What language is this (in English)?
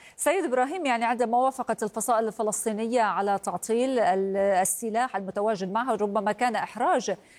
Arabic